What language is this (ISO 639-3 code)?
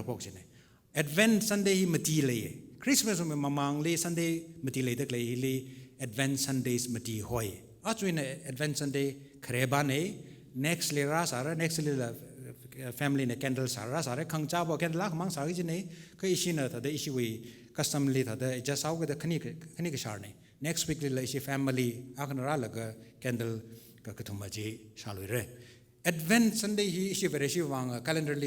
nmf